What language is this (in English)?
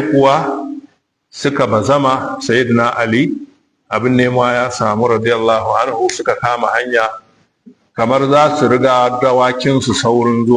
Hausa